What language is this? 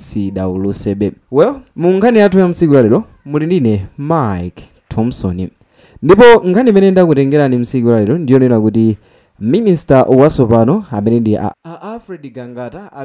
Nyanja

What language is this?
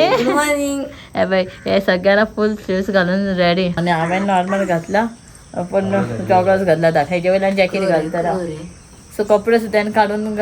Konkani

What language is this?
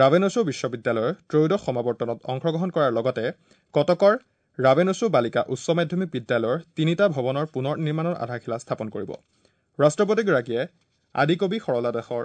Assamese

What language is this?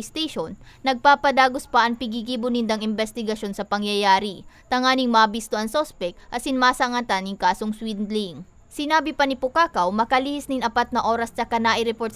Bikol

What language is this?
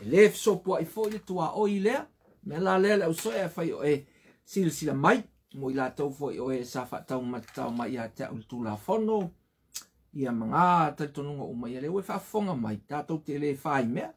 Samoan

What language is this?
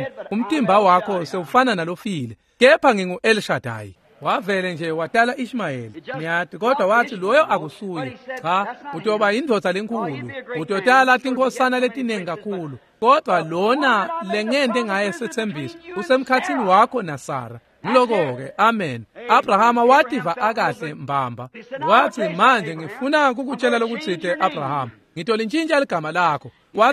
Swati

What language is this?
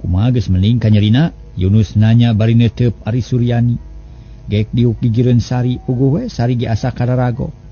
Sundanese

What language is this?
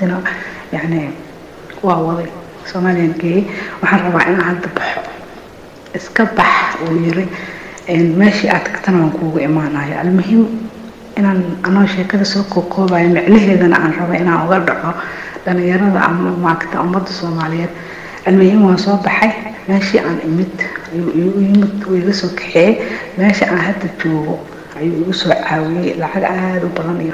Somali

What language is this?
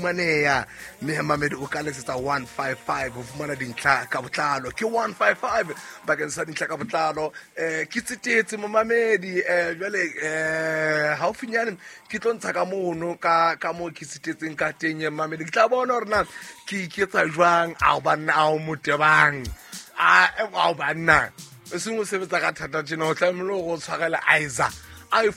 Southern Sotho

